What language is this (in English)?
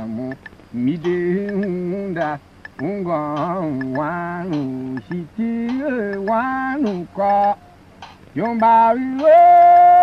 Tiv